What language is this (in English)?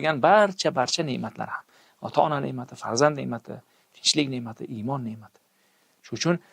Uzbek